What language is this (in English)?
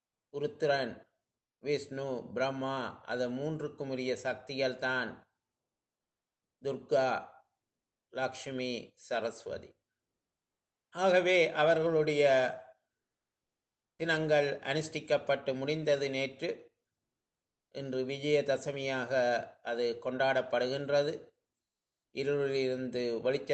Tamil